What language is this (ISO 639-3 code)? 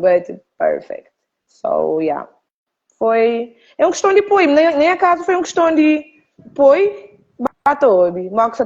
kea